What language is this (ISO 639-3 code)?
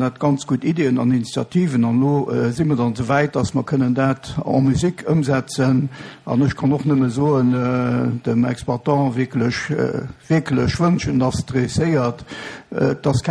ltz